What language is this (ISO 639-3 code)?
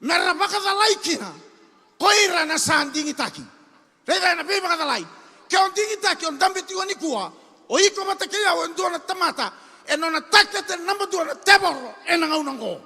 fij